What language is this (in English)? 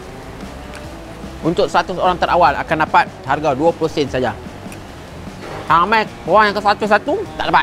Malay